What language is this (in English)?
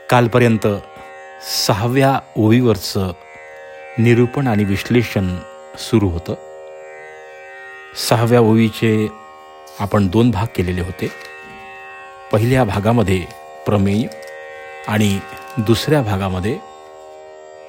Marathi